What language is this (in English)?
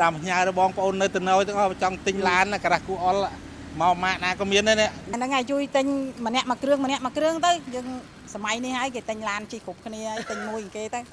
Khmer